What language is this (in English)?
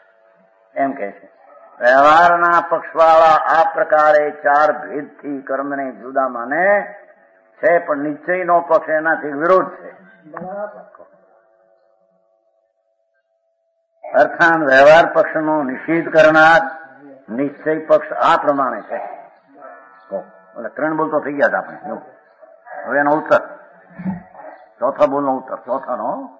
Gujarati